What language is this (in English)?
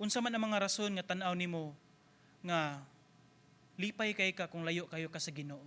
Cebuano